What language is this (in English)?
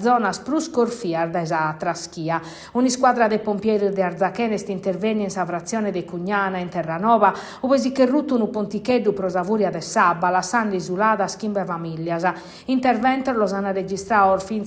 Sardinian